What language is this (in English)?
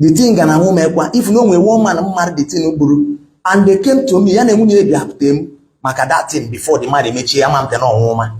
Igbo